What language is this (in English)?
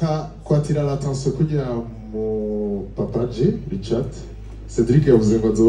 Rundi